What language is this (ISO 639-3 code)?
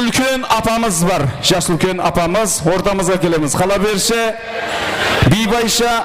kaa